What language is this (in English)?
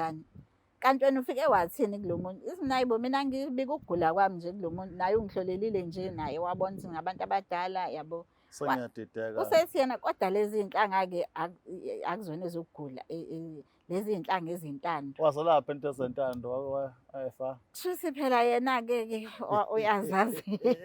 Zulu